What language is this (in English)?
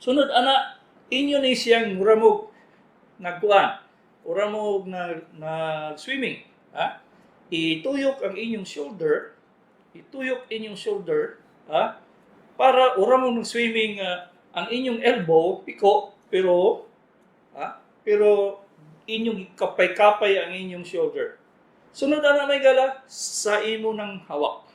Cebuano